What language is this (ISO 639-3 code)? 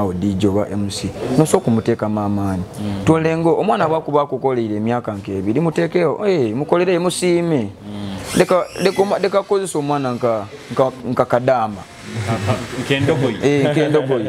nyo